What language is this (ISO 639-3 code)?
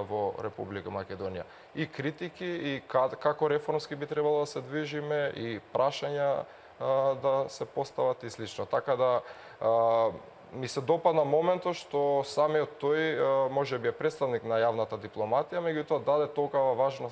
mkd